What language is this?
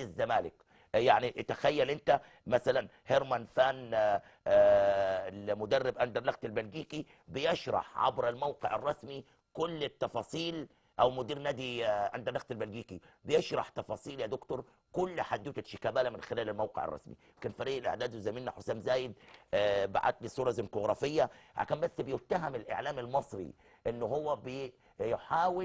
Egyptian Arabic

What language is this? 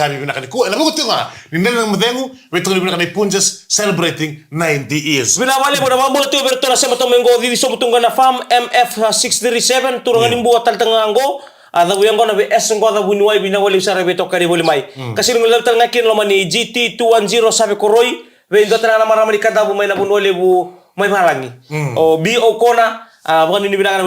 Fijian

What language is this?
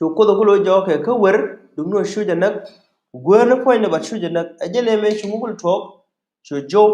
Nuer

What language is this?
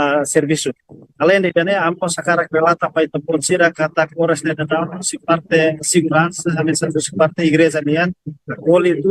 Tetum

